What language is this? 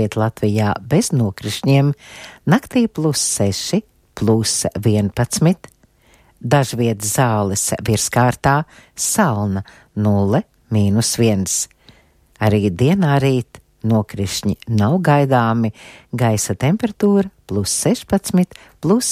Latvian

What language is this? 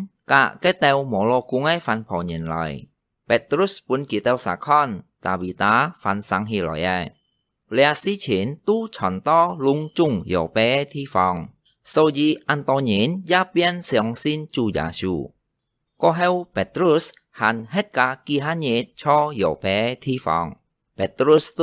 Hakka Chinese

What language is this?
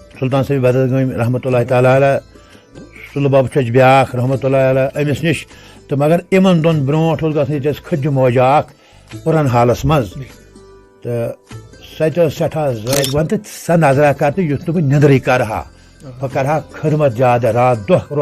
Kashmiri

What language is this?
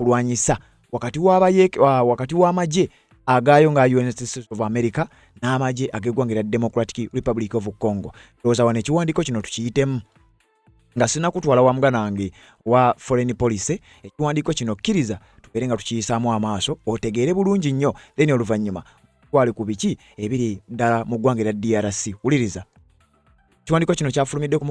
Ganda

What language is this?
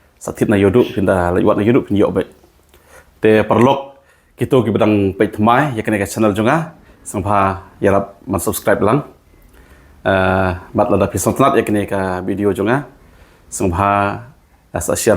Khasi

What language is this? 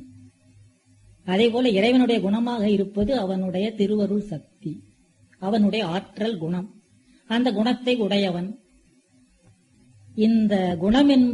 Tamil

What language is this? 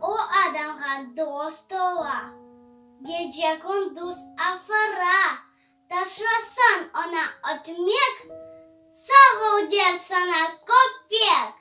Crimean Tatar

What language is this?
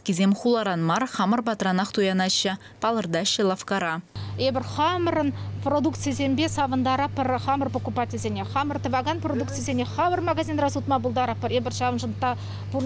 Chuvash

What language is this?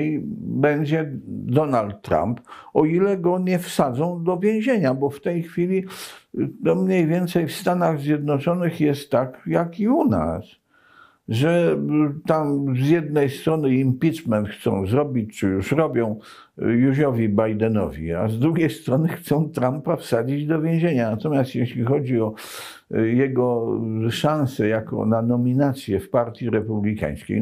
Polish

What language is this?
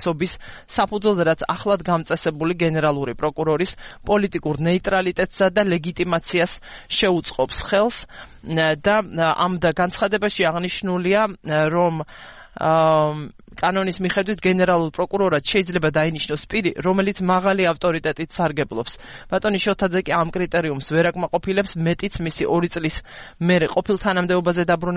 Georgian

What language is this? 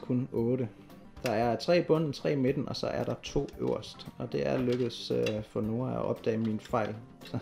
Danish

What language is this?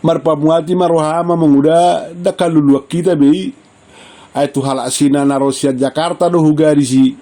Batak Toba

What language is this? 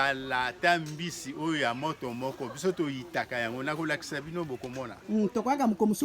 Lingala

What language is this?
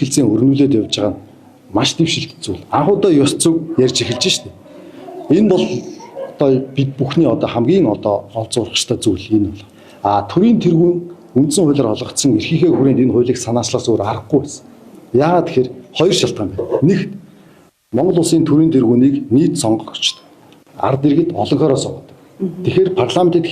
Mongolian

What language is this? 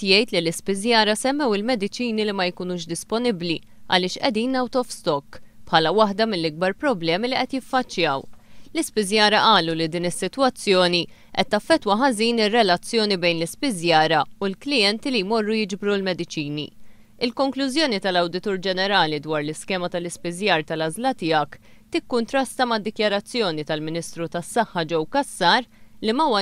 Maltese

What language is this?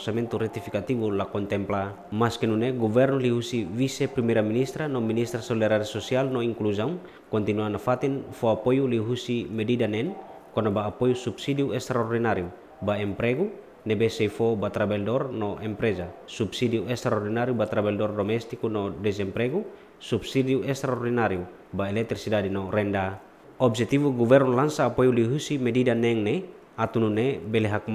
Tetum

